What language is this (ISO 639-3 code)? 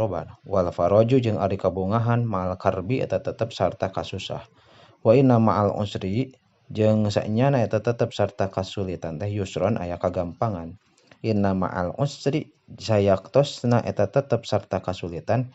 sun